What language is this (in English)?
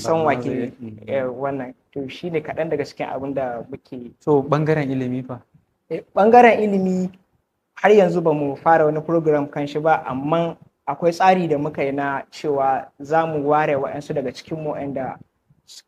Hausa